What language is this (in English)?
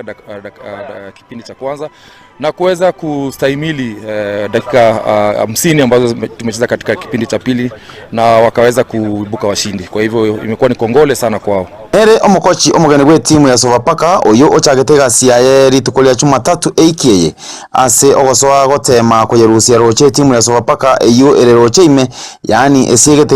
Gusii